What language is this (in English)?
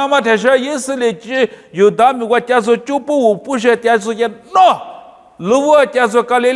Lisu